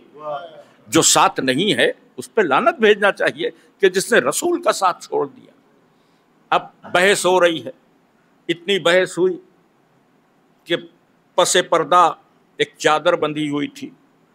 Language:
Urdu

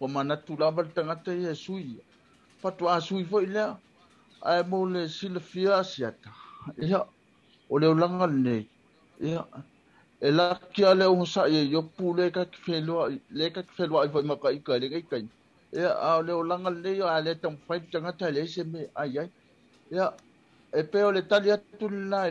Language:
Samoan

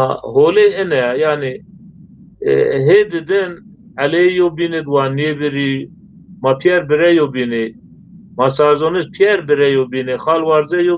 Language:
Zaza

